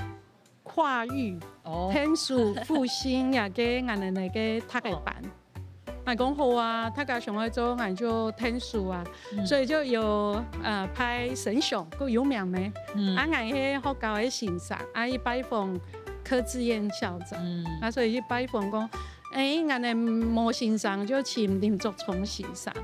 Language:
Hakka Chinese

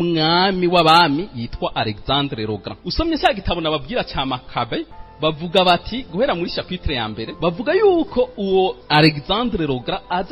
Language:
Rundi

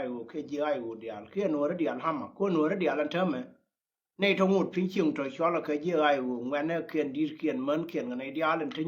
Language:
Nuer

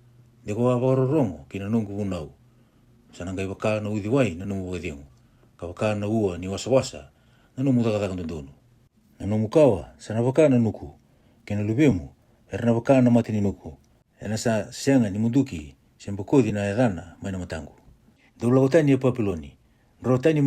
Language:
Fijian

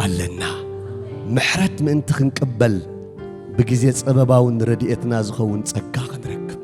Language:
Tigrinya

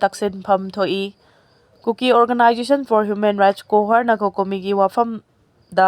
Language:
Manipuri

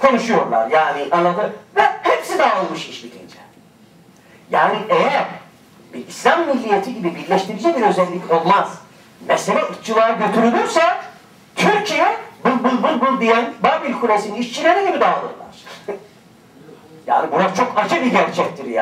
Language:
Turkish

